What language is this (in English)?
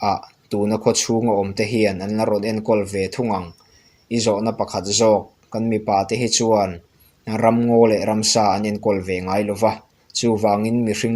Mizo